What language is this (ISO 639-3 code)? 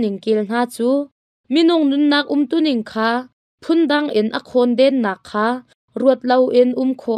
cnh